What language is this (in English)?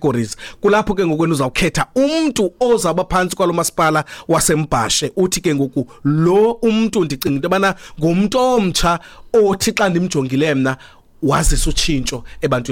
Xhosa